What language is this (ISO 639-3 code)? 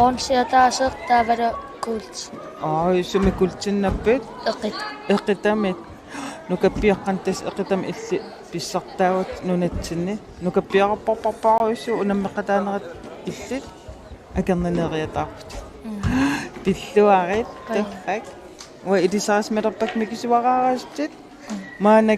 kal